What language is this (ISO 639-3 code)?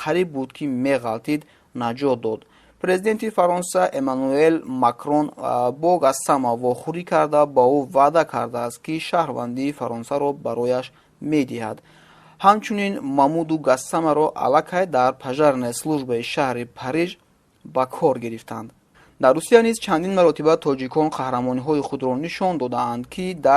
tgk